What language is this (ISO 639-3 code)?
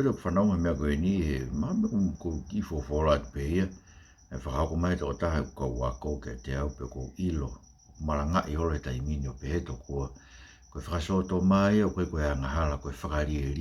ton